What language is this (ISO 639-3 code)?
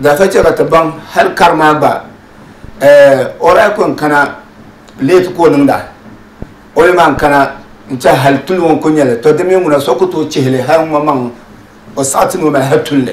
dag